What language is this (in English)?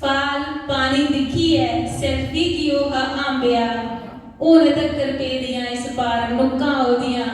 Dogri